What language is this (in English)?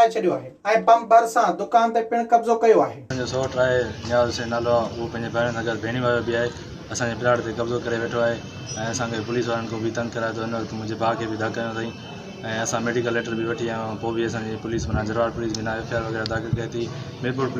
Sindhi